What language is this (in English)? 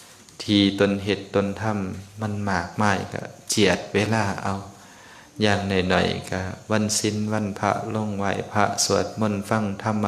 Lao